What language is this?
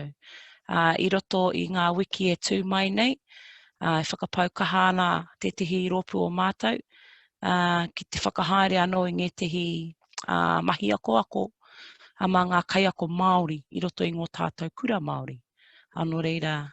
Māori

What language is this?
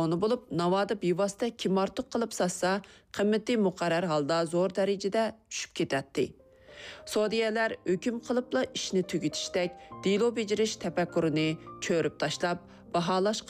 Uyghur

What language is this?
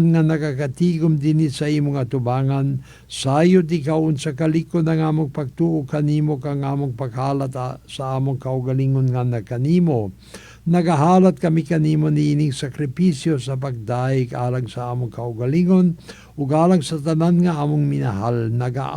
Cebuano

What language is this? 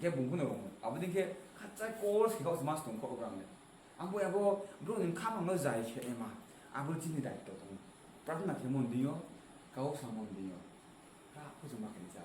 Riang (India)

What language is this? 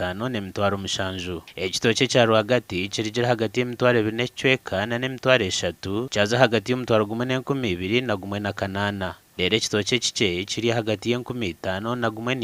Nyankole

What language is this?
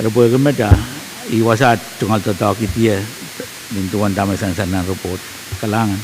Pohnpeian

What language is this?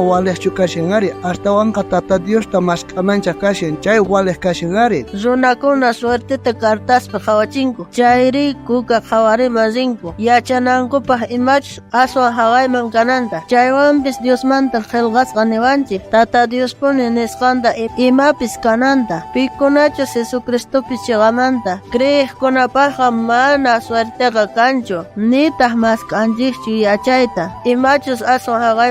South Bolivian Quechua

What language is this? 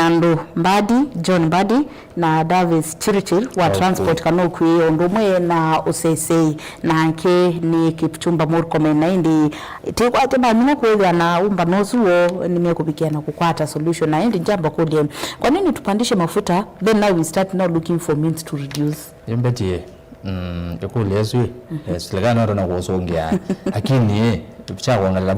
Kamba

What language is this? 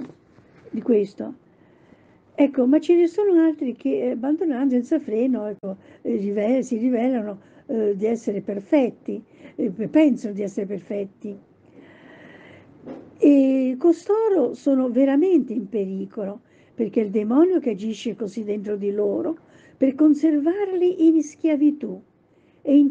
Italian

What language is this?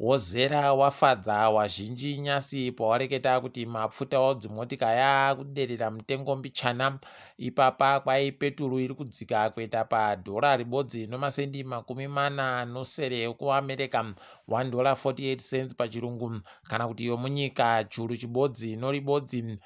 Ndau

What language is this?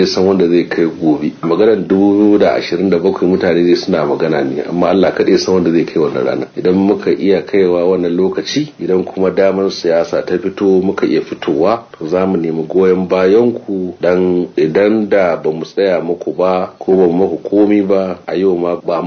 Hausa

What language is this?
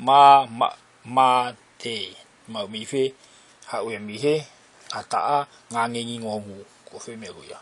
Tongan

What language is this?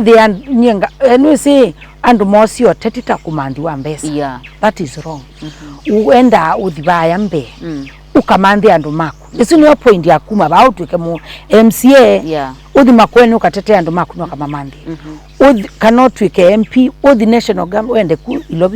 Kamba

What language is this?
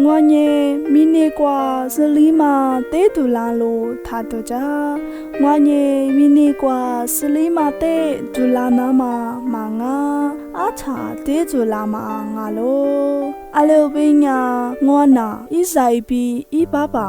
Lisu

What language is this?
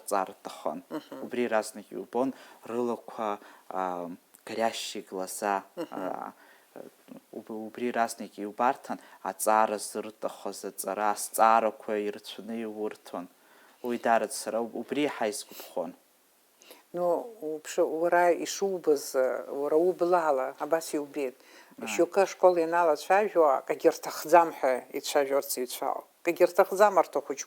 Abkhazian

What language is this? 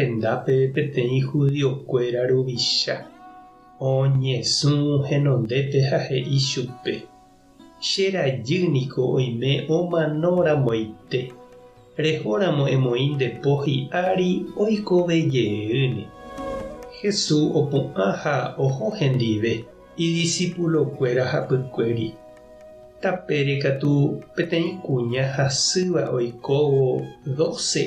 Guarani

